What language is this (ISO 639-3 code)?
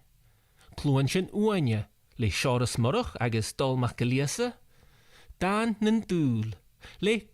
gla